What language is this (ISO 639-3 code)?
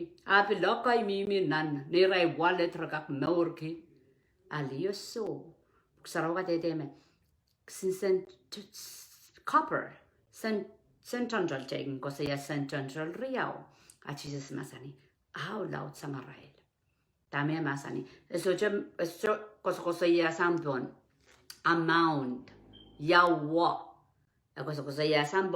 pon